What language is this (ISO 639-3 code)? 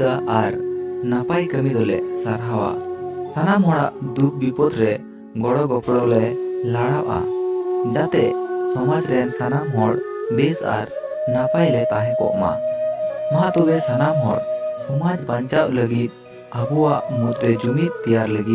sat